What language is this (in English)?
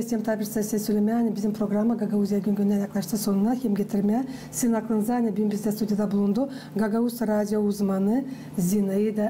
Gagauz